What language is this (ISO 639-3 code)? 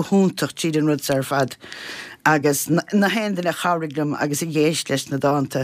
gle